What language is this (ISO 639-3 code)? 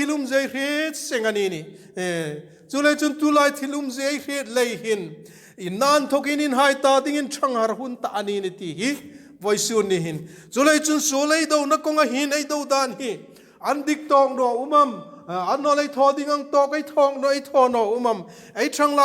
hmr